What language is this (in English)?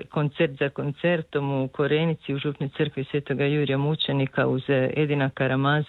Croatian